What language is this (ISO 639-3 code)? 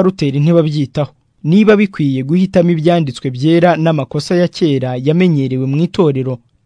kin